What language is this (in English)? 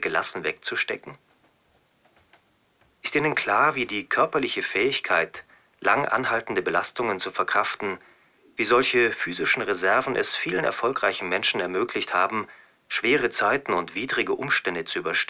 German